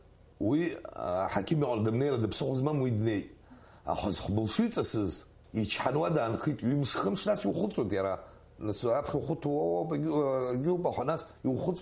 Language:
Abkhazian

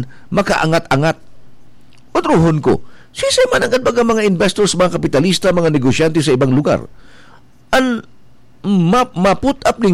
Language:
Bikol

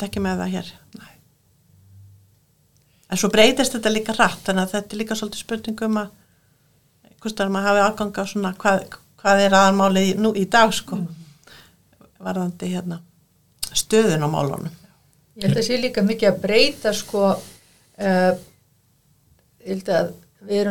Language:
Icelandic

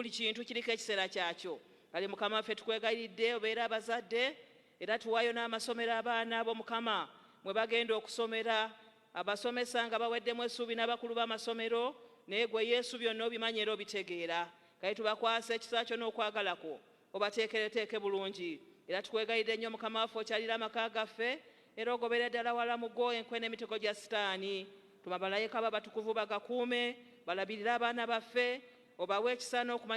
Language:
Ganda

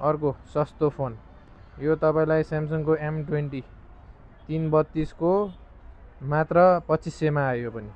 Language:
Nepali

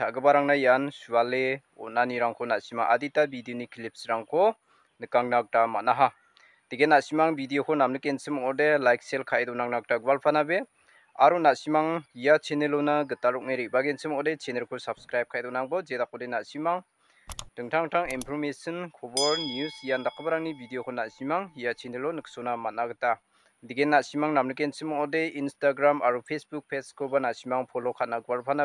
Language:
Garo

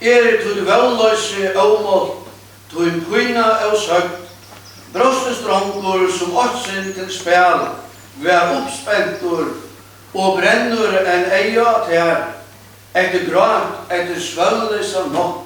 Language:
Faroese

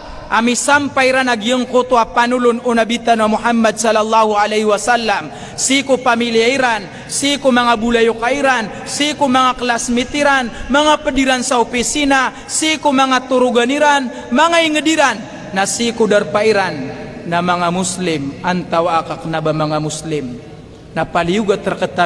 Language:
Maranao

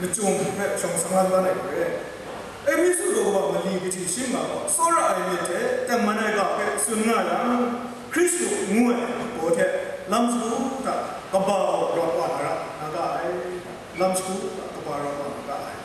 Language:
Kachin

